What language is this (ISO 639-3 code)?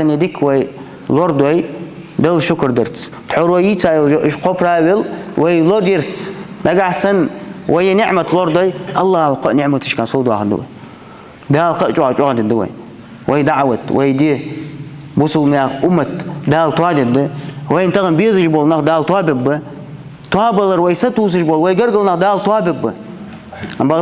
inh